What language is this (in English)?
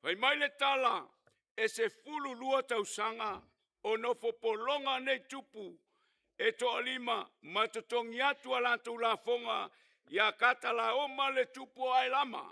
Samoan